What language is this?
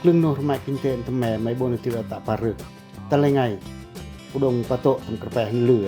Pacoh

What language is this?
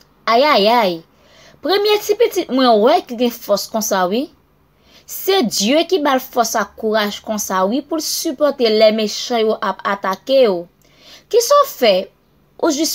Haitian Creole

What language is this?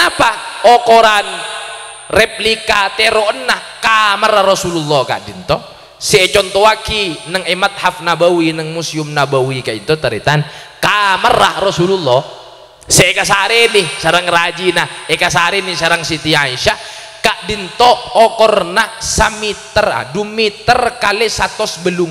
Madurese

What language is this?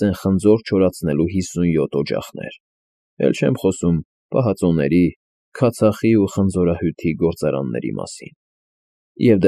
Armenian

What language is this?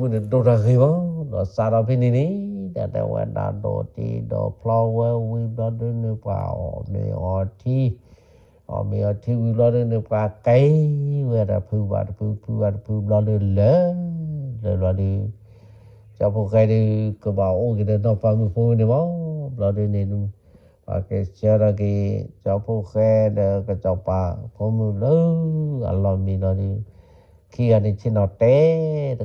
S'gaw Karen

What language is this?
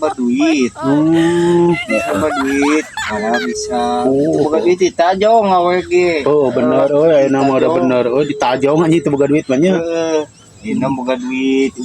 Sundanese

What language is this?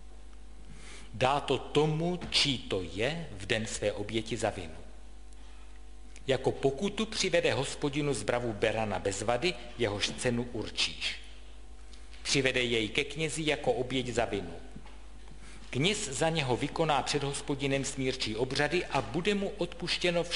Czech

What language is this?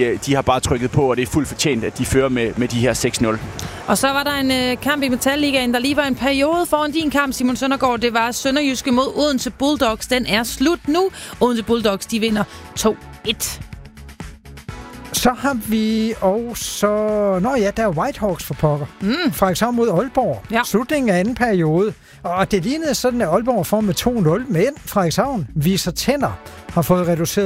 Danish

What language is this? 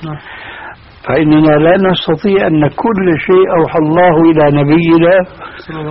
Arabic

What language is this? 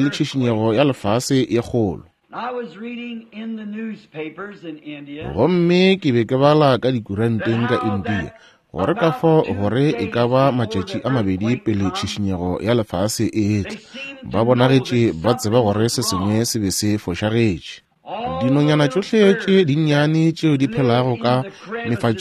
Northern Sotho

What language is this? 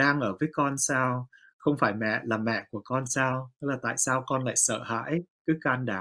Vietnamese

